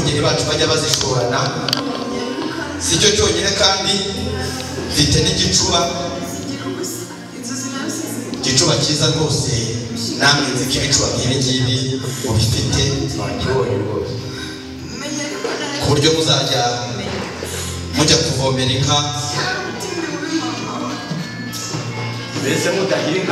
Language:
Kinyarwanda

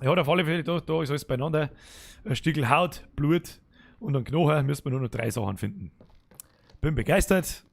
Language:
Bavarian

